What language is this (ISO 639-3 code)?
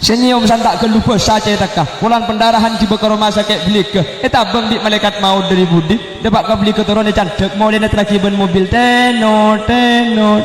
mad